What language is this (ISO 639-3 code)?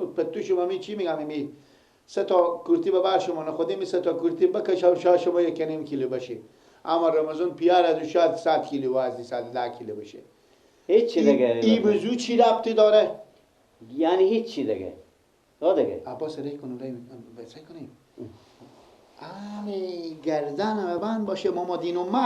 fas